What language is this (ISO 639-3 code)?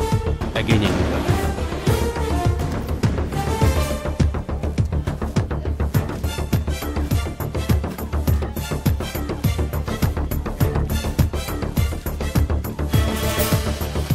tel